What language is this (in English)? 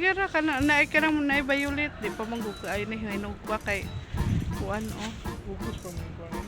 Cebuano